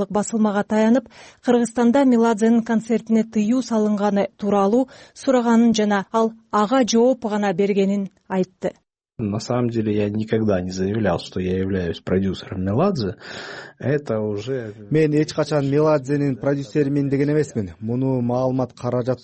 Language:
Kyrgyz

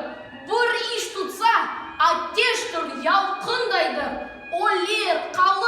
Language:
Crimean Tatar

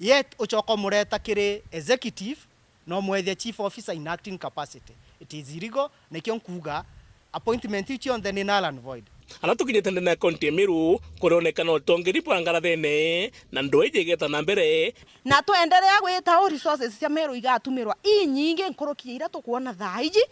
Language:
Meru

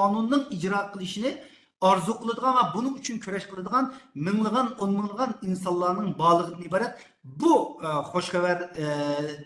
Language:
Uyghur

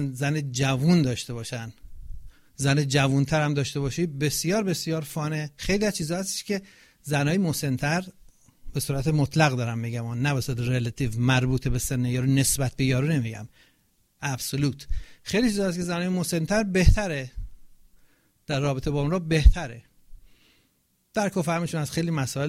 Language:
Persian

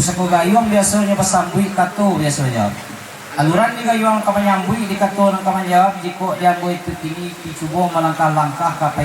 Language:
Minangkabau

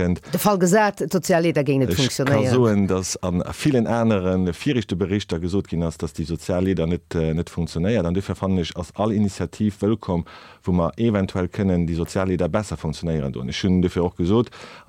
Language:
Luxembourgish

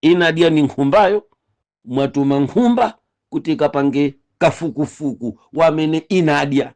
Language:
Nyanja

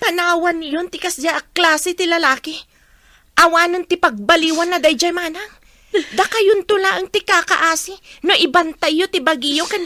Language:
Iloko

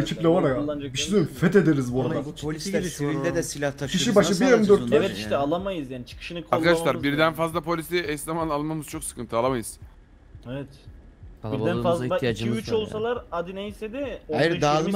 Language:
Turkish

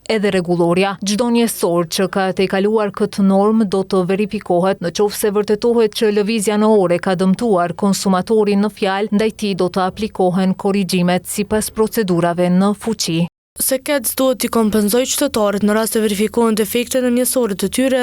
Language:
Albanian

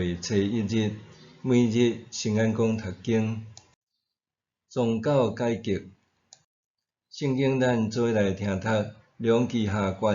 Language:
Min Nan Chinese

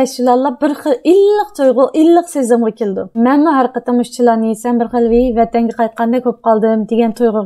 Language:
Uyghur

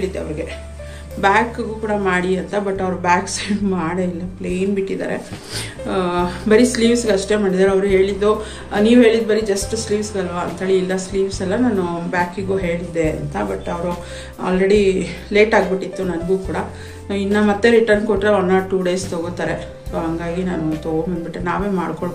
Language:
Kannada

